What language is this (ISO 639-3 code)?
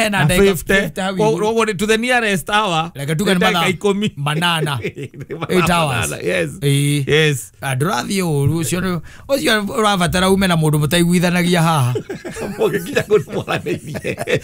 kik